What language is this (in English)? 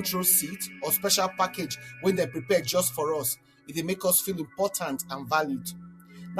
Nigerian Pidgin